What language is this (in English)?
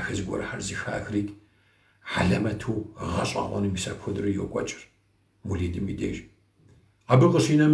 Kabardian